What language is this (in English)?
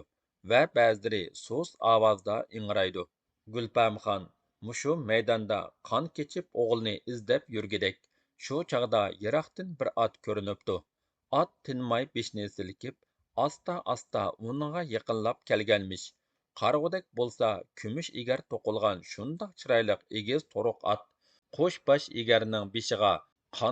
Uyghur